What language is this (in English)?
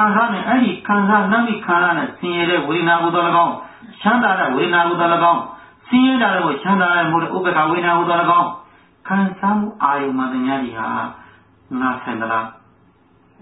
Burmese